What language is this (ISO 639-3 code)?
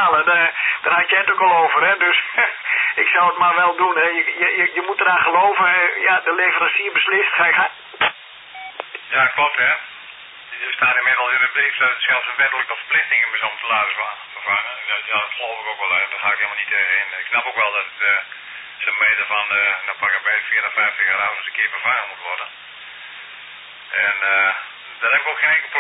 nld